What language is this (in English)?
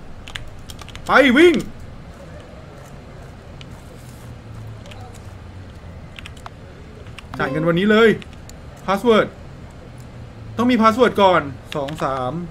Thai